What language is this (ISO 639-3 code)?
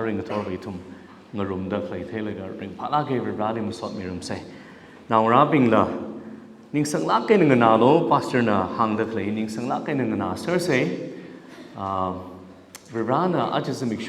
nmf